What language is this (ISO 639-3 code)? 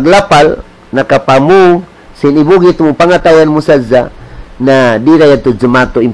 tsg